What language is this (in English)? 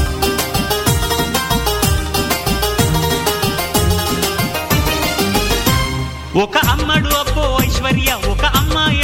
Telugu